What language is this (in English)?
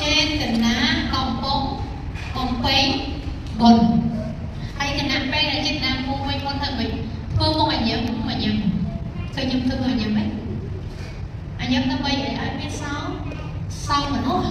Khmer